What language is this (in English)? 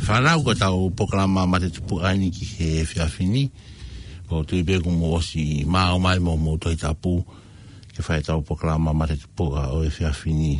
Tongan